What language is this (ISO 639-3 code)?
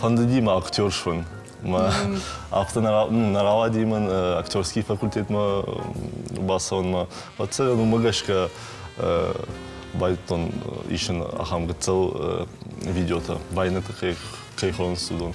oss